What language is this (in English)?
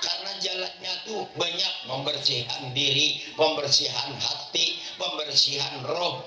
Banjar